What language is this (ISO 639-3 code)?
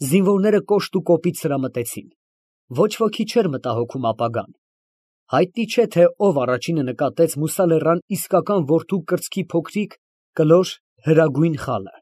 hye